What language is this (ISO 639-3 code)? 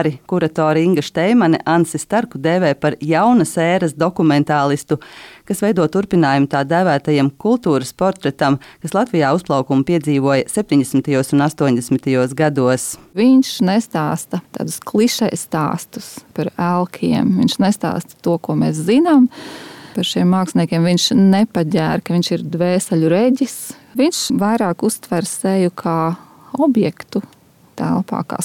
lav